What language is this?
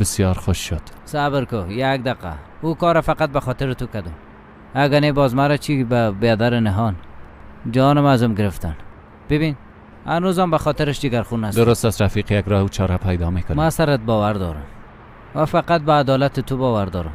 Persian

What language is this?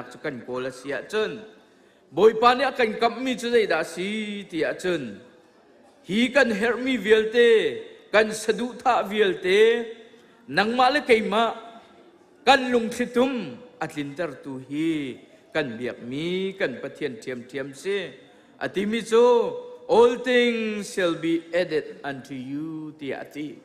Hakha Chin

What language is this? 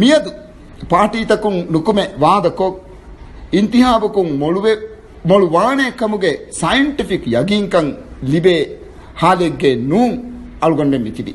Divehi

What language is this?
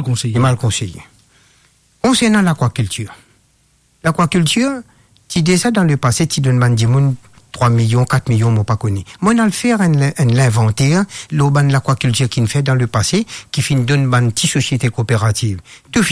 Morisyen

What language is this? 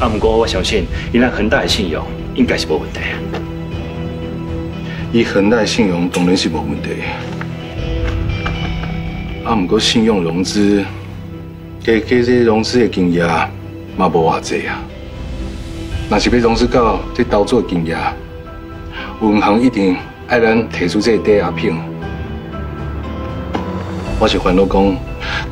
Min Nan Chinese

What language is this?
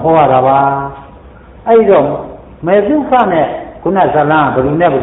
Burmese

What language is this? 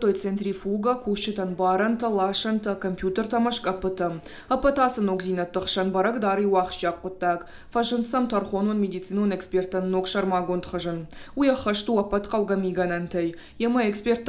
Ossetic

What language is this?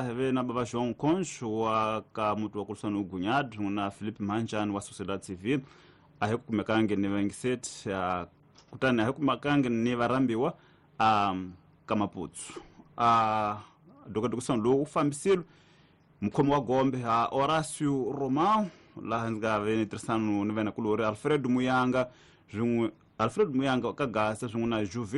Tsonga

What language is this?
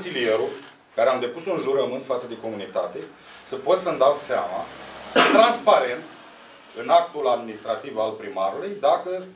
Romanian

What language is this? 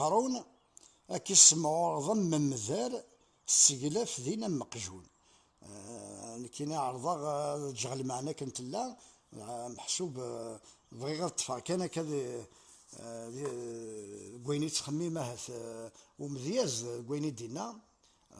Kabyle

